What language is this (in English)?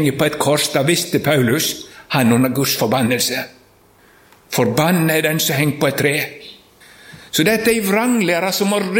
Norwegian